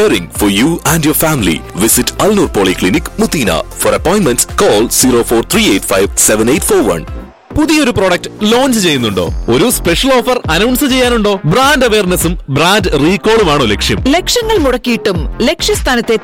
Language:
Malayalam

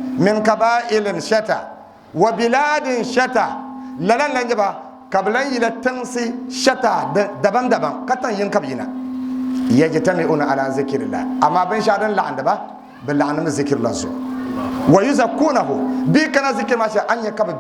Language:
Dagbani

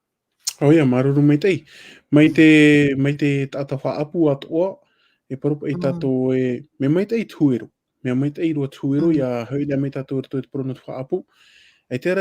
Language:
Tahitian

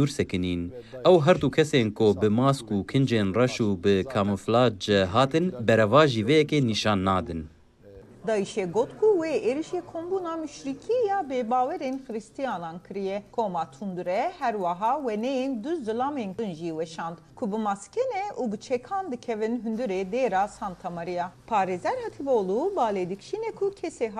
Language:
Kurdish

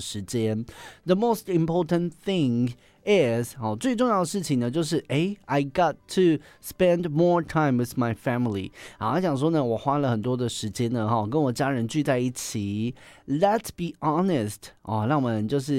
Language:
Chinese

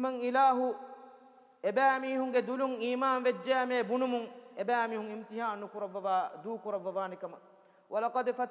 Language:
Divehi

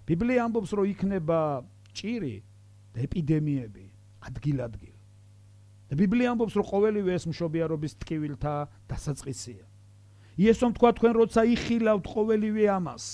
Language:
Georgian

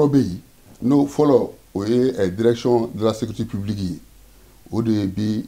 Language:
Bambara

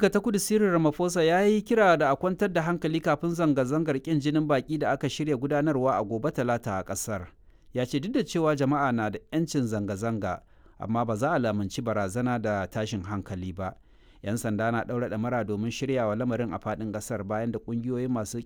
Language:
Hausa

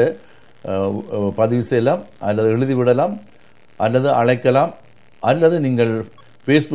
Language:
Tamil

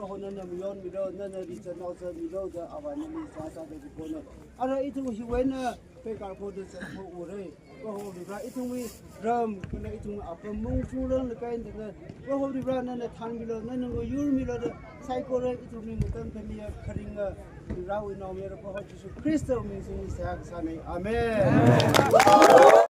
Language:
Tangkhul Naga (India)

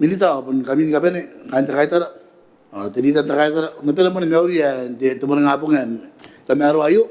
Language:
Gilbertese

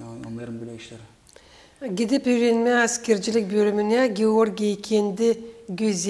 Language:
Gagauz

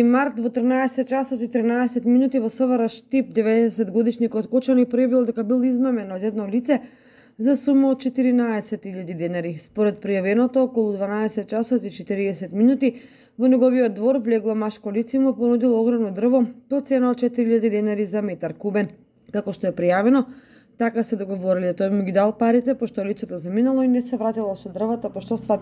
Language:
Macedonian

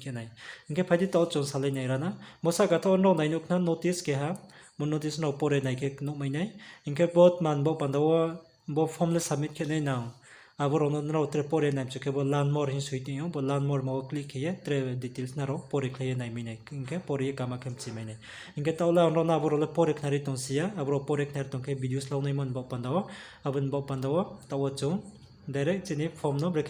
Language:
Riang (India)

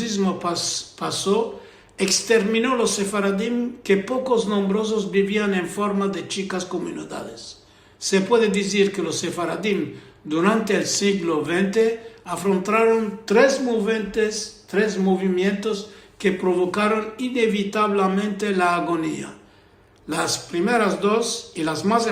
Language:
Ladino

